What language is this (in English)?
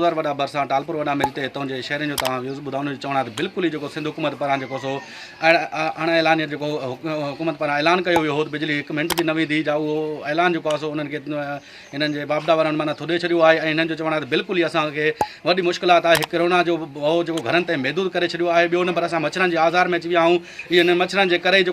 Sindhi